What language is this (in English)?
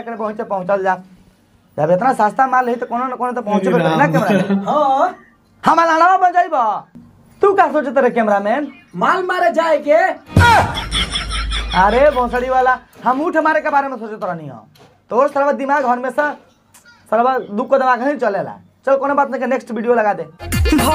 Bhojpuri